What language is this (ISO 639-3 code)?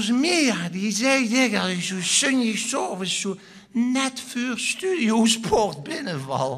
lim